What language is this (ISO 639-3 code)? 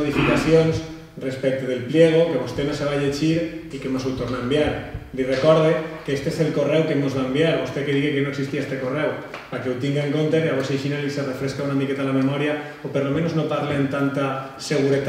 cat